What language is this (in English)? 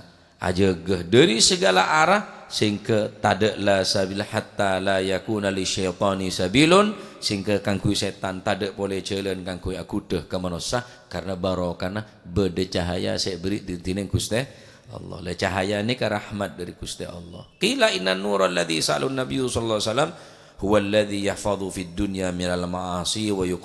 Madurese